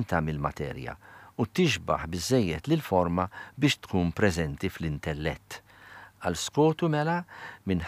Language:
Maltese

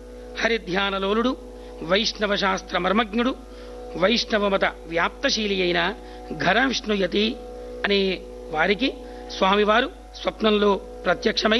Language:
Telugu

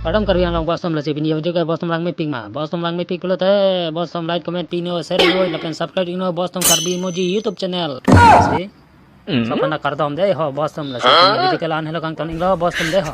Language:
Karbi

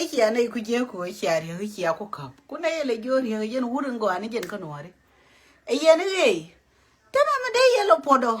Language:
Nuer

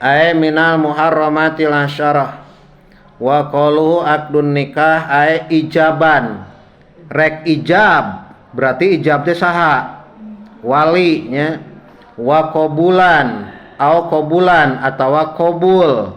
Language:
Sundanese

